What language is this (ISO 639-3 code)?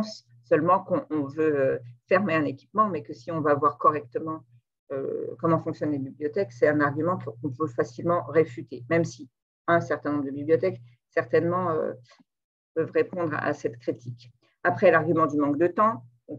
fra